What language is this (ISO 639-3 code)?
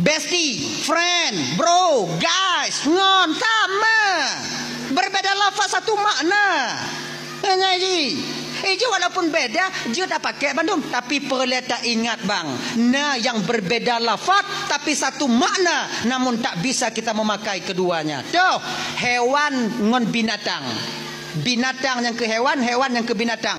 ace